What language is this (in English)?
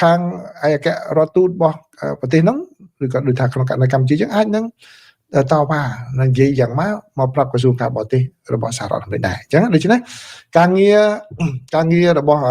Khmer